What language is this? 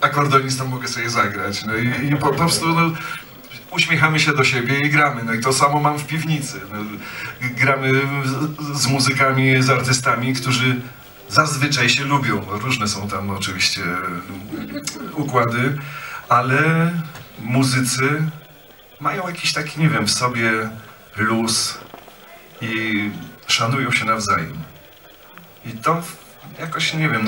Polish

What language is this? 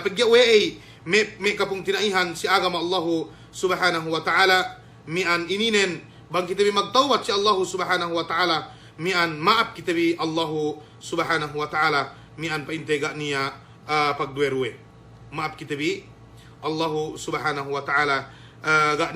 Yakan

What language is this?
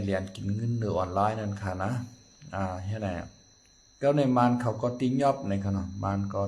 Shan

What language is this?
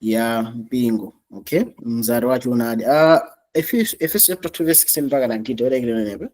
Nyanja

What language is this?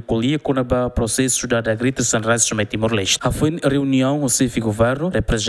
Tetum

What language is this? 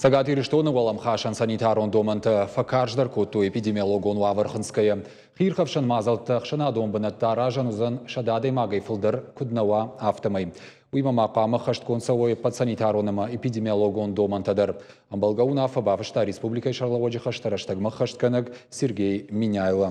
Ossetic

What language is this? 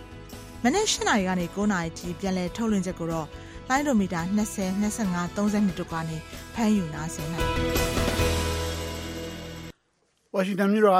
Burmese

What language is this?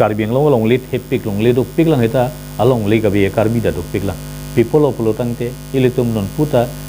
Karbi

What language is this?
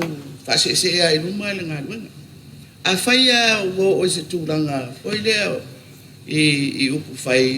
Samoan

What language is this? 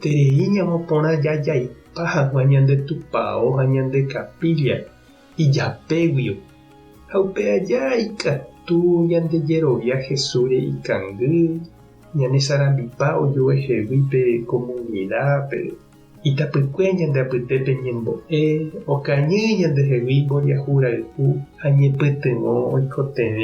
Guarani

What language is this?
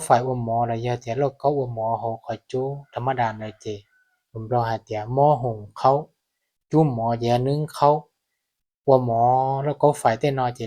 Hmong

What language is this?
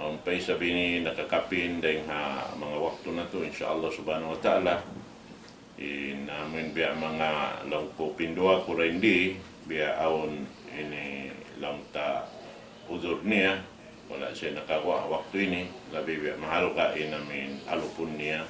Tausug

